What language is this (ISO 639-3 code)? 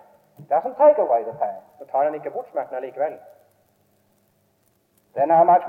nor